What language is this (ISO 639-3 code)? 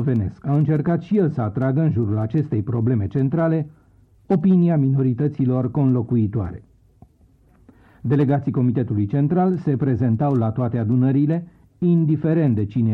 ron